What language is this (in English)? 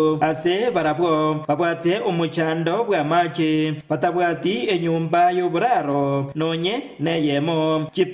Gusii